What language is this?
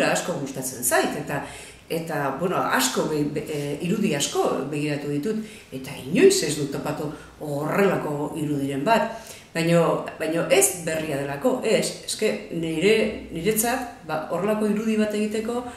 Basque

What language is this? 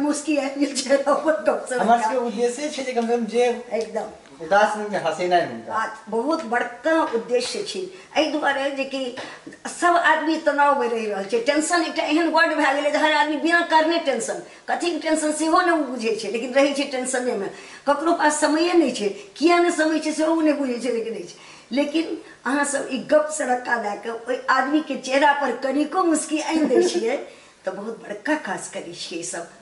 Maithili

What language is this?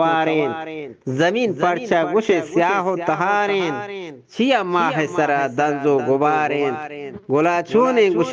Eastern Balochi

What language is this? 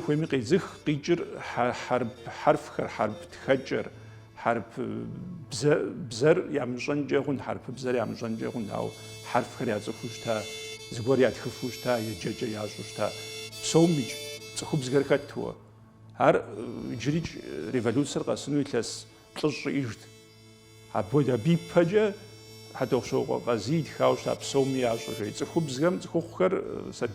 Kabardian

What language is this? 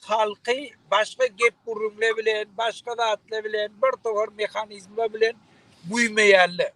Turkmen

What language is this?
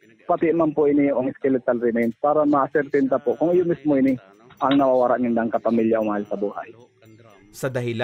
Bikol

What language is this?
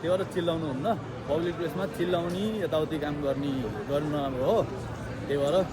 Nepali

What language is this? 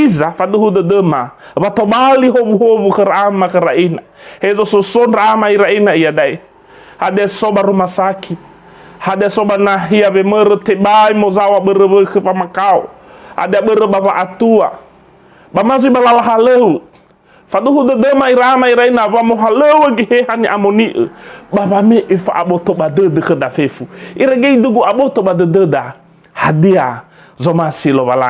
Nias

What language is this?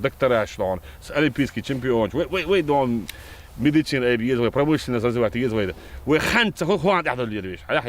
Chechen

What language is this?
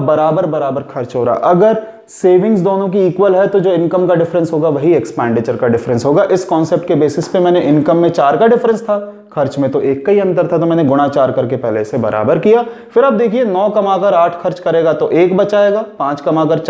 Hindi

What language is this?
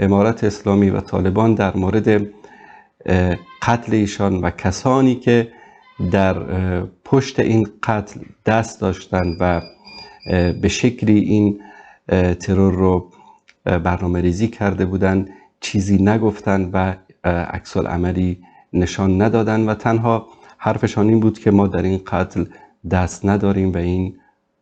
Persian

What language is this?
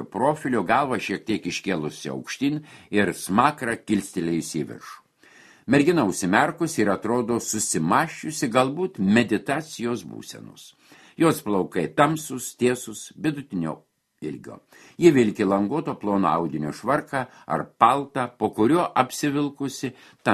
Lithuanian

